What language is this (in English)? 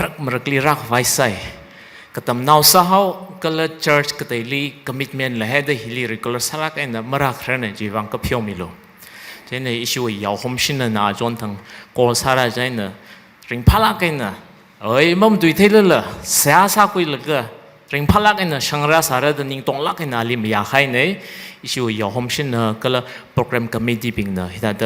Tangkhul Naga (India)